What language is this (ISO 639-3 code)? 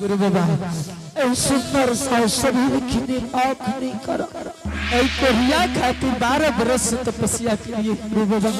anp